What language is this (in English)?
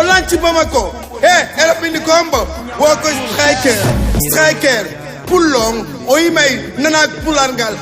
Fula